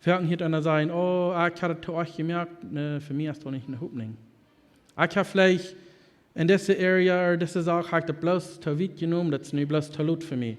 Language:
Plautdietsch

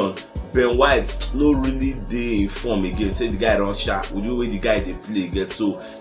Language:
Nigerian Pidgin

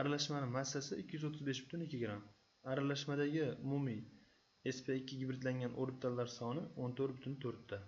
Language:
Uzbek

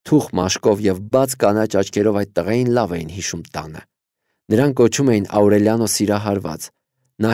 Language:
Armenian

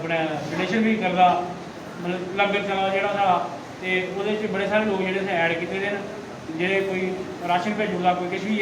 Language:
Dogri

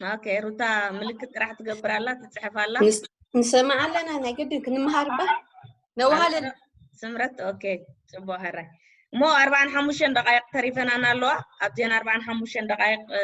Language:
Tigrinya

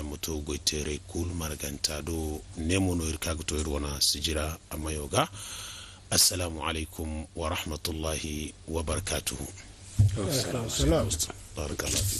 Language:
Zarma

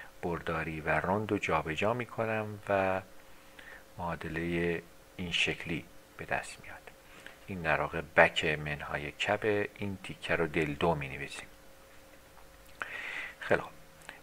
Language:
Persian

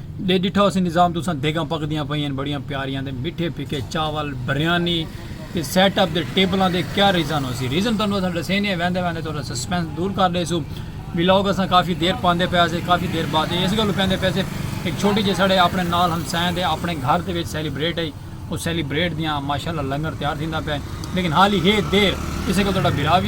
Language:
Saraiki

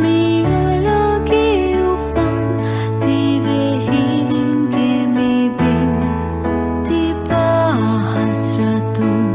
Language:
Divehi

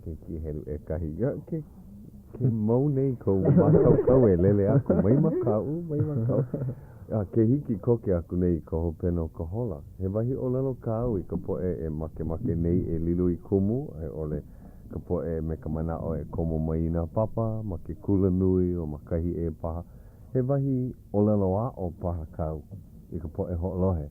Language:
Hawaiian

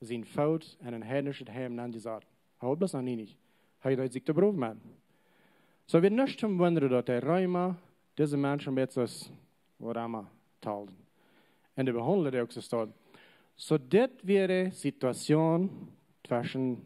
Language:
Plautdietsch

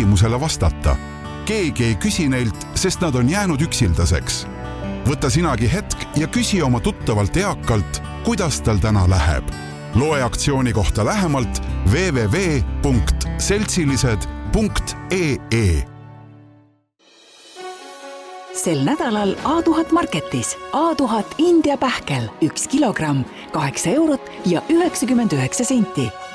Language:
Estonian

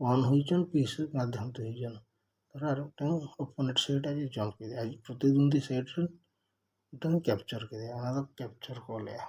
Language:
Santali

